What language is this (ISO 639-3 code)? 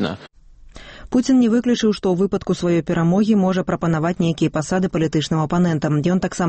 bel